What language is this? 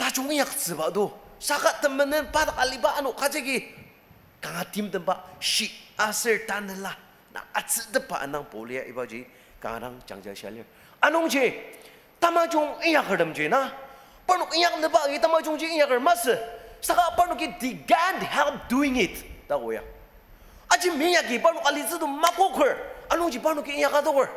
Ao Naga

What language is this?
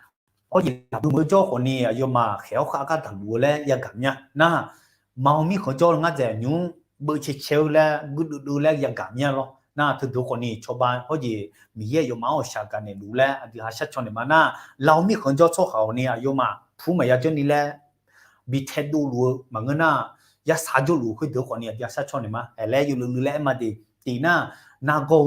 Akha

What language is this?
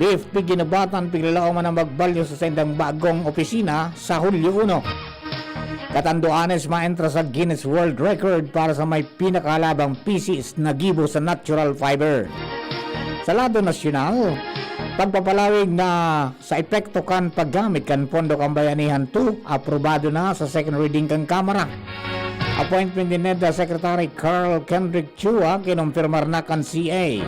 Bikol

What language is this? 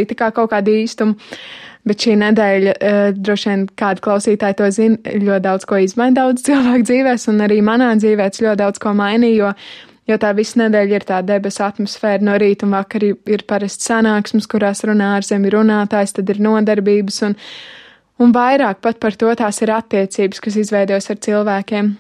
Latvian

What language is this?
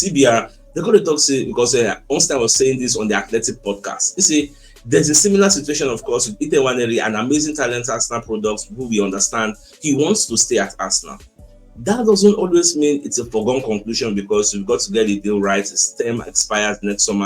Nigerian Pidgin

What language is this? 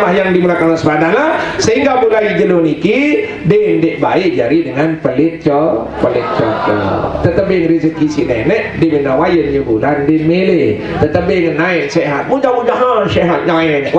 Sasak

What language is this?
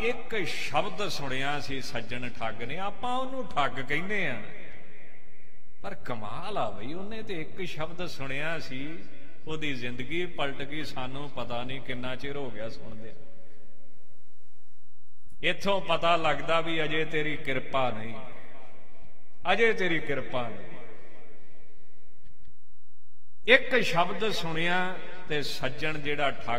Punjabi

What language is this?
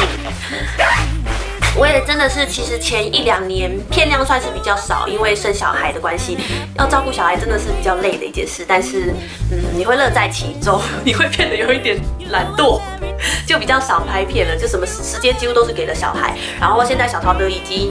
Chinese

